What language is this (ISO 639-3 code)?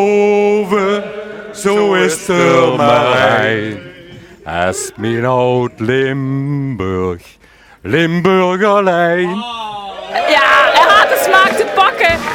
lim